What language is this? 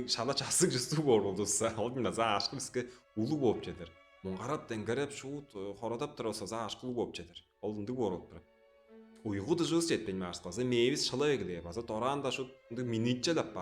Tuvinian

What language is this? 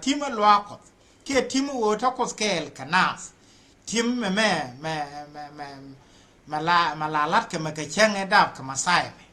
Nuer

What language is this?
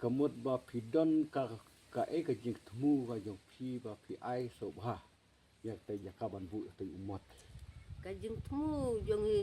Khasi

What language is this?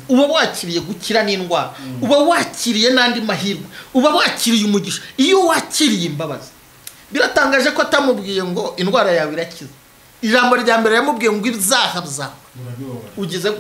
Kinyarwanda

